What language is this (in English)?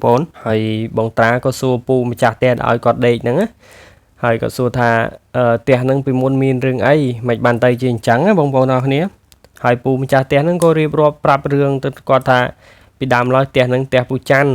Khmer